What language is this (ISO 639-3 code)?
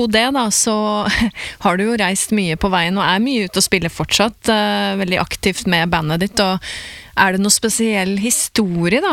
nor